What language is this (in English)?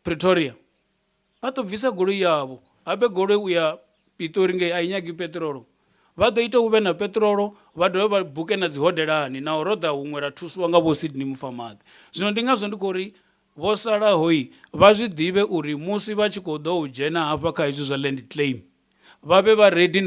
Venda